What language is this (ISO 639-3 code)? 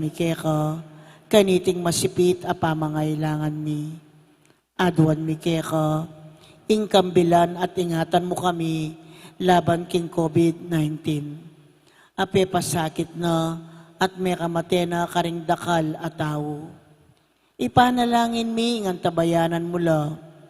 pam